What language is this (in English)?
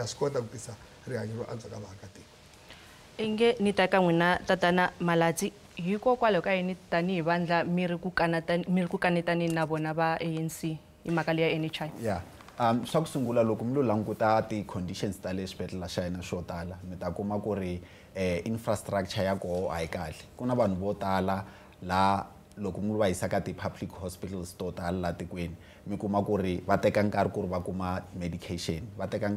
Tsonga